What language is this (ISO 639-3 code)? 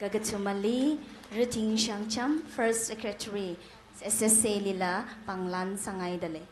nmf